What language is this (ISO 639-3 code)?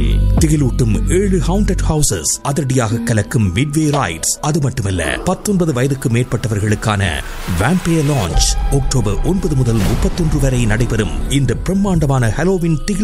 tam